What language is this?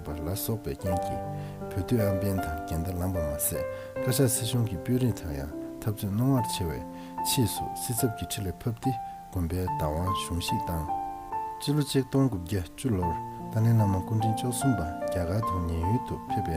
Tibetan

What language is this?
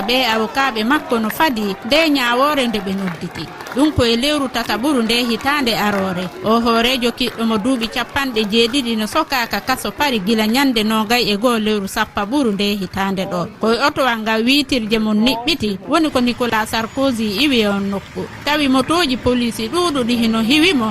Fula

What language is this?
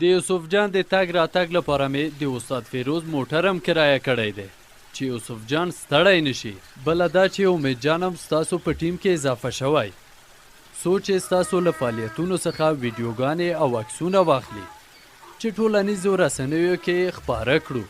Pashto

